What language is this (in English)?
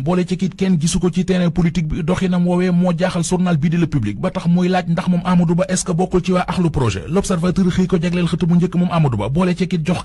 Wolof